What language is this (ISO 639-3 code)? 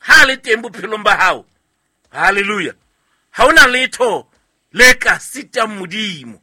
sot